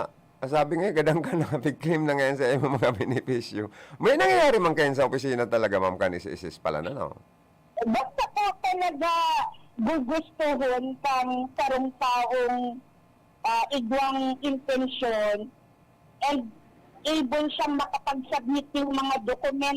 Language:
Bikol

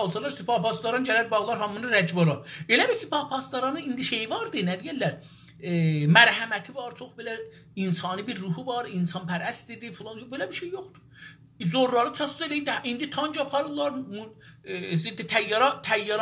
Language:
South Azerbaijani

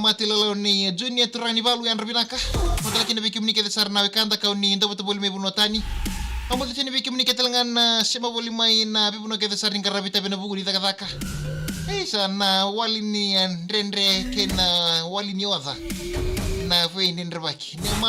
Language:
Fijian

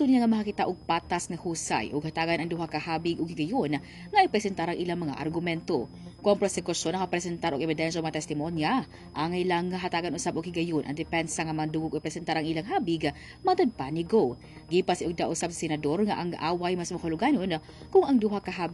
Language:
Cebuano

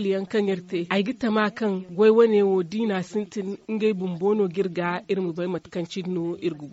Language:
Zarma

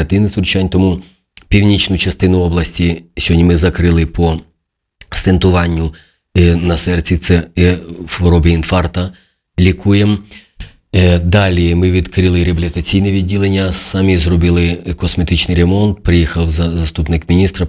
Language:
Ukrainian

